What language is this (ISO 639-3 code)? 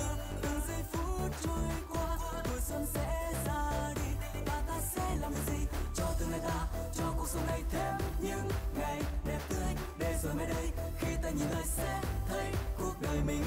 vie